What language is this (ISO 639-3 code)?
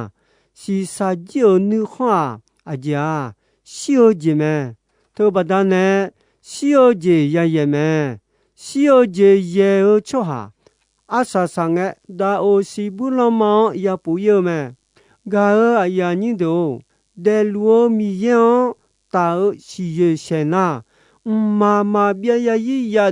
ahk